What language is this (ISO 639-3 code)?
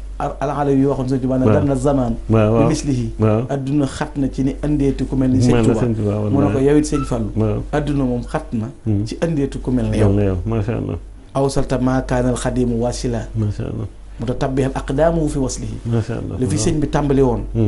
wol